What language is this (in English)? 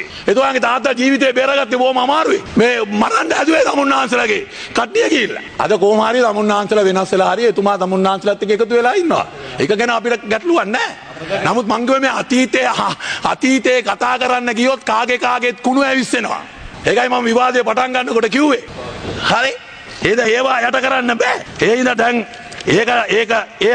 Sinhala